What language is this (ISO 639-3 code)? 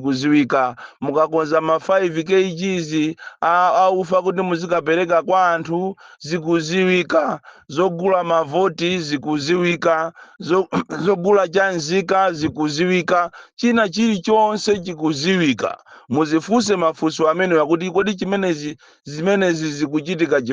nya